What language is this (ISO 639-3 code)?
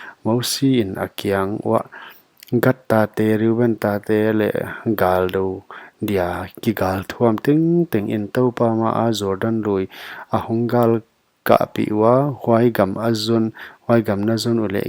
pck